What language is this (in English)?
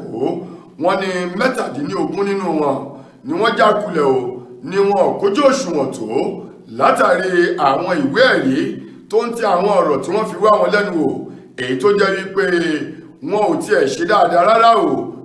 Yoruba